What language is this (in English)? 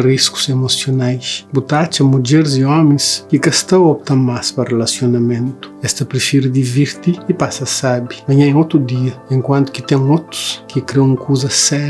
Kabuverdianu